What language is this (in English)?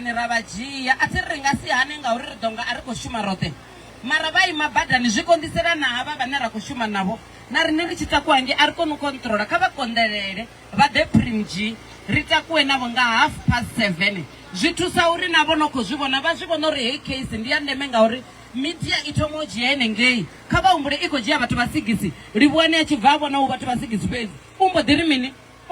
Venda